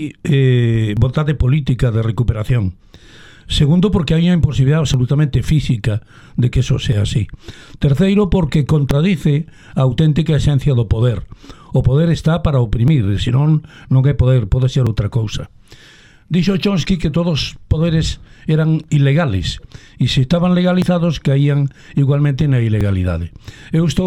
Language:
Galician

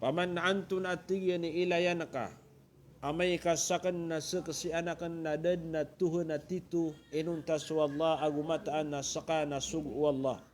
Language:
Maranao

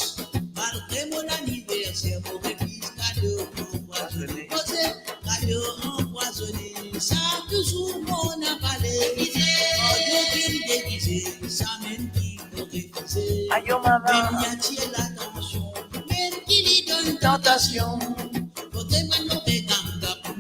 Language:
Morisyen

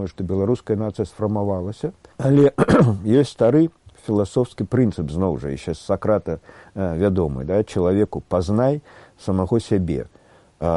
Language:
Belarusian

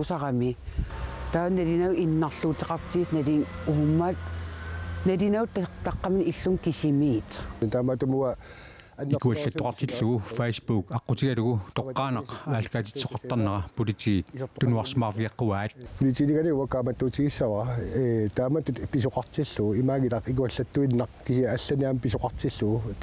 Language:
Kalaallisut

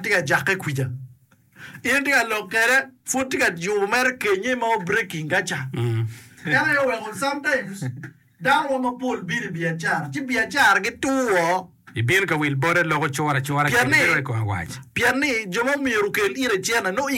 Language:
Acoli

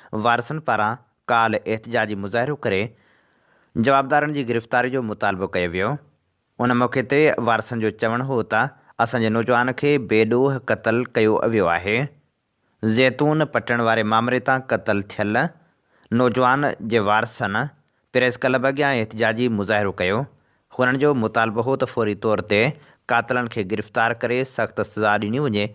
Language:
Sindhi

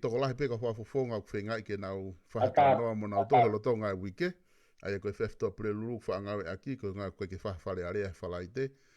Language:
Tongan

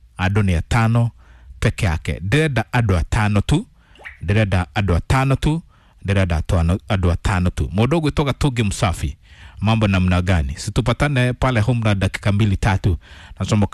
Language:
Kikuyu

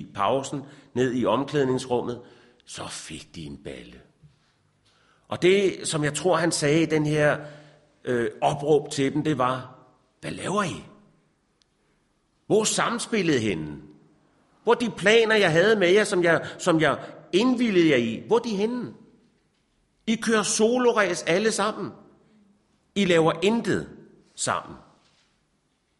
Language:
Danish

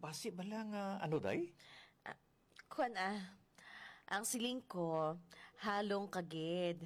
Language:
Hiligaynon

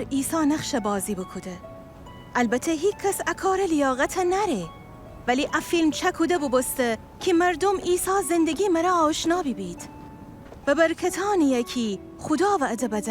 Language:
Gilaki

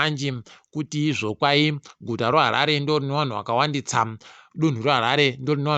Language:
Ndau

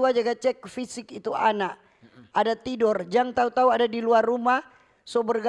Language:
Manado Malay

